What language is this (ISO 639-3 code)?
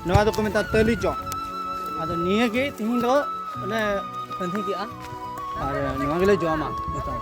sat